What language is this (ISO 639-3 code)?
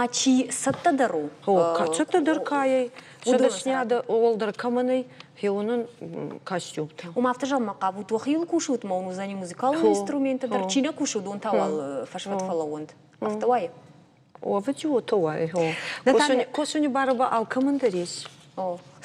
oss